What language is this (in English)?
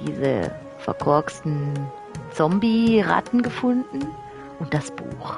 Swiss German